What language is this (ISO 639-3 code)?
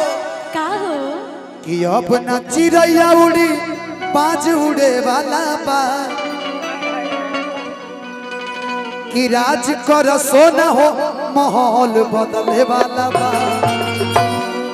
bho